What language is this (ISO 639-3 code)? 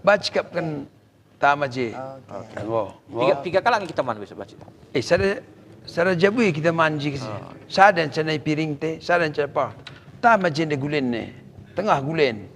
btx